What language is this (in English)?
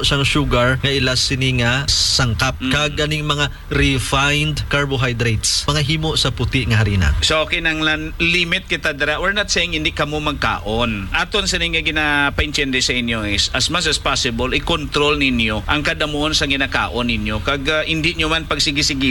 Hiligaynon